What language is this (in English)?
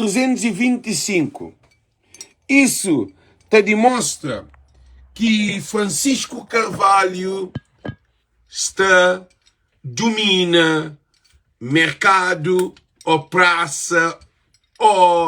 Kabuverdianu